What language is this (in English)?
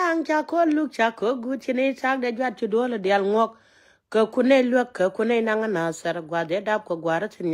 Nuer